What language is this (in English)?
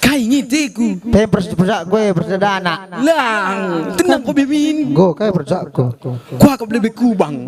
Batak Karo